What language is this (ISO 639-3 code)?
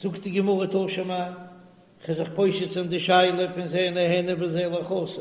yid